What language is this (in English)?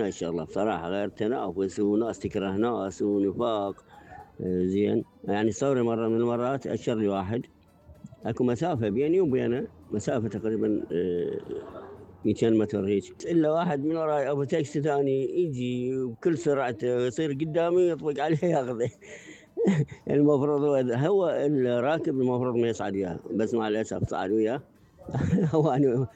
Mesopotamian Arabic